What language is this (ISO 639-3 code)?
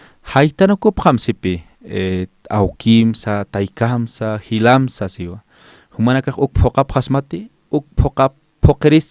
aym